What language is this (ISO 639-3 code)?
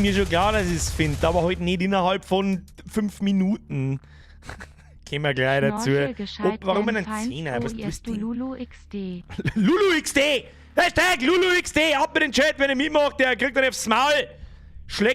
bar